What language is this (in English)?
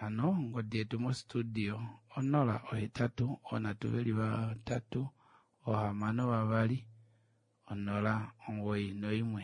Kuanyama